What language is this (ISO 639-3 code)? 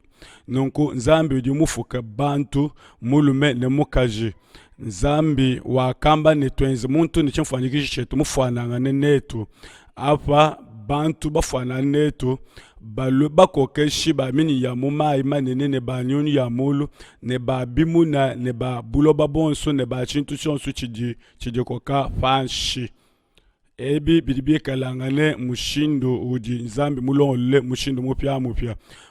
lua